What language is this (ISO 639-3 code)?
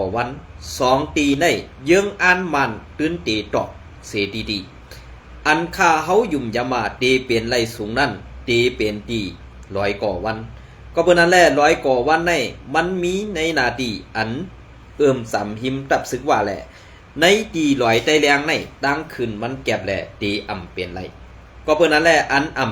shn